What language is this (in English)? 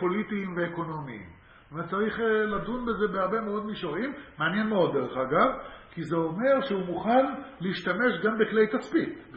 Hebrew